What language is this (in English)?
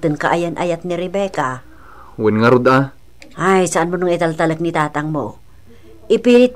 Iloko